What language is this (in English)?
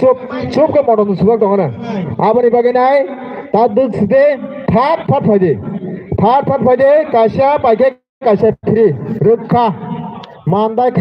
Kok Borok